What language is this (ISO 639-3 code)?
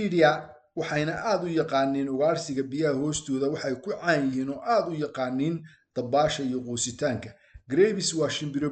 som